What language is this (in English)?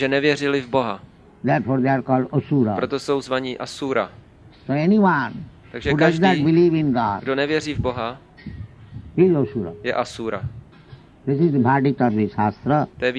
Czech